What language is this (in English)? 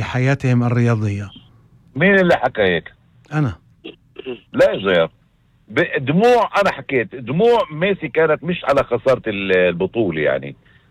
North Levantine Arabic